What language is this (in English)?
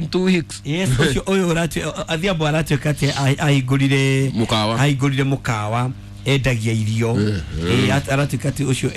Kikuyu